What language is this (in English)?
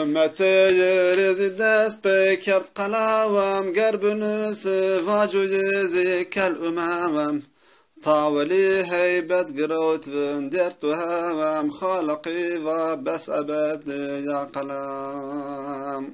Zaza